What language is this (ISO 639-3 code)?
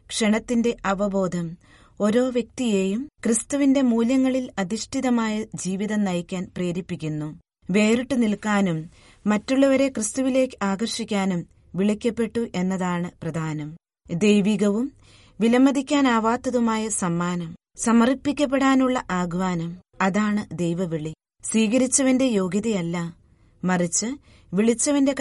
mal